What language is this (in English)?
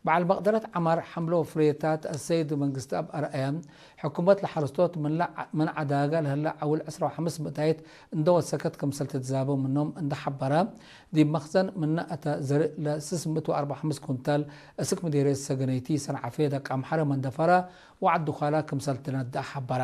Tigre